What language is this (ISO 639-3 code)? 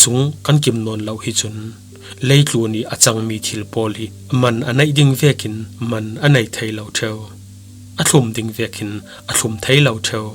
cfm